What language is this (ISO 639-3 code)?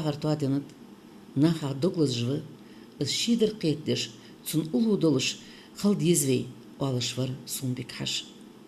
inh